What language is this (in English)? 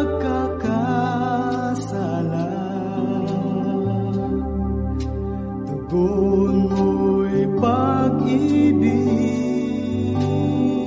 Filipino